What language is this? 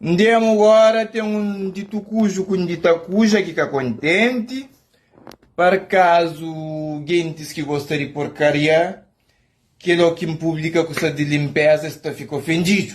Kabuverdianu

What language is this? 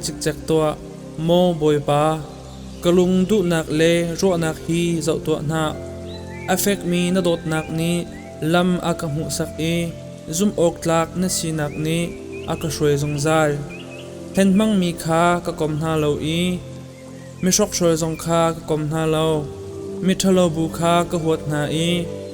Hakha Chin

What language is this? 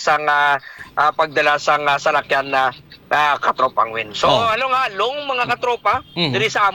Hiligaynon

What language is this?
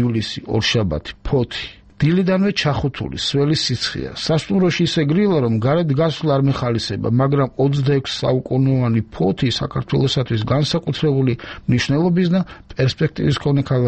Georgian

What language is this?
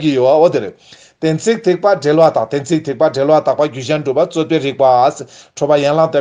Tibetan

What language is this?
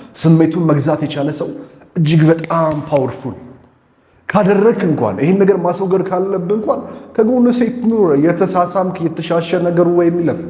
Amharic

